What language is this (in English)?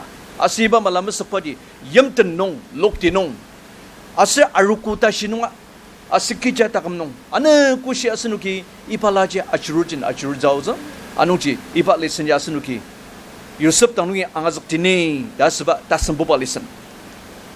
Ao Naga